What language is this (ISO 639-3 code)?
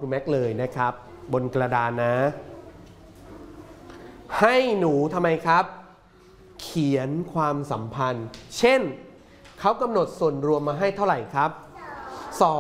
tha